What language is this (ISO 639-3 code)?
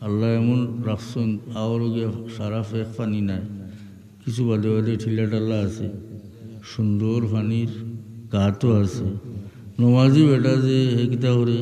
syl